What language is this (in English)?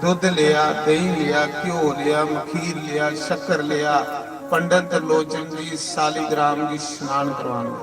Dogri